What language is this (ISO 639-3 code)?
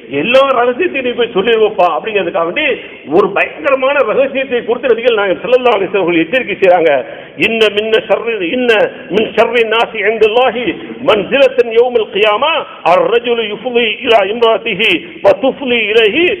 tam